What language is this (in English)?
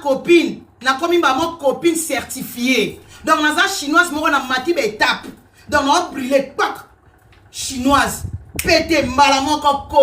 Lingala